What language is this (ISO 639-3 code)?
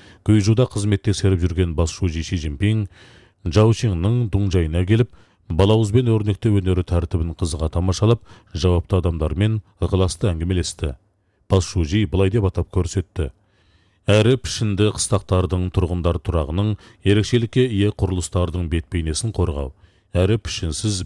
kaz